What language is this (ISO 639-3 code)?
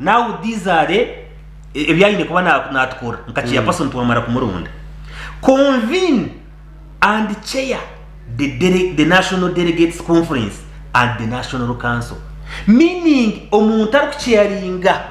nyn